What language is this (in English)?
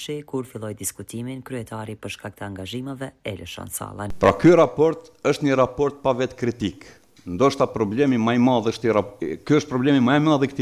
Albanian